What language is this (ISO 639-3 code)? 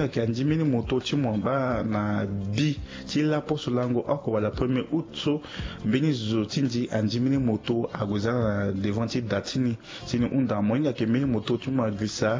sag